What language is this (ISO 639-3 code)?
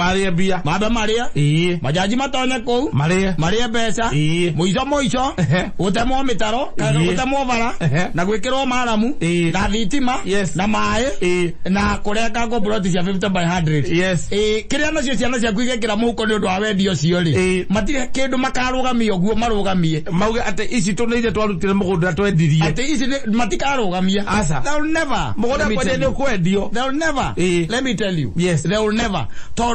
kik